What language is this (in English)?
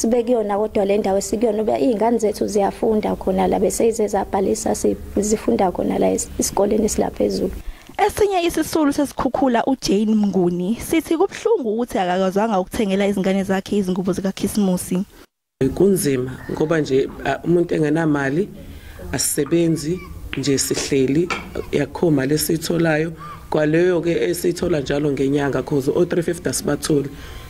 Zulu